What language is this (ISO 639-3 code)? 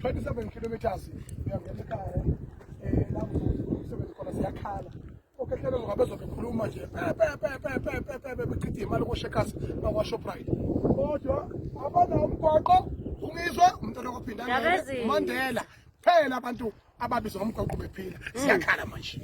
zul